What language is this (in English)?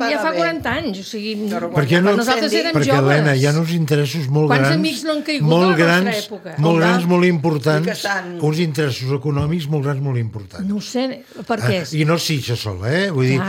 Catalan